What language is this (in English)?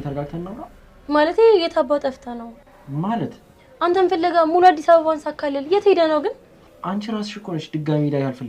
Amharic